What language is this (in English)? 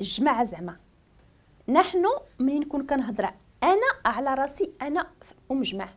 Moroccan Arabic